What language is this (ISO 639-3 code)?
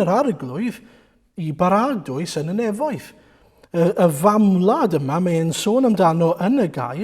cym